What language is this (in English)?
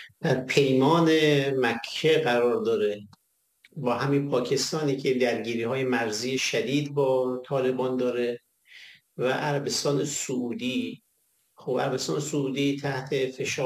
Persian